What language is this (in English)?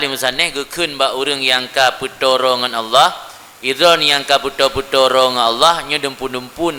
Achinese